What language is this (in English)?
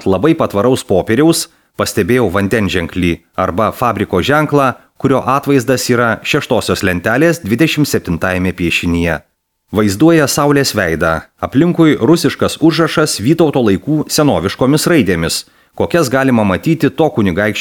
Lithuanian